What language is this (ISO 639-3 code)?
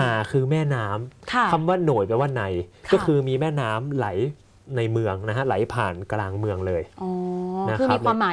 tha